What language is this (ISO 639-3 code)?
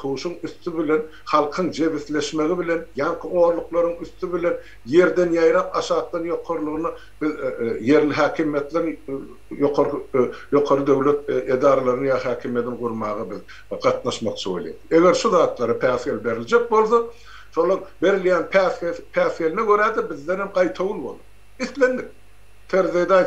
tuk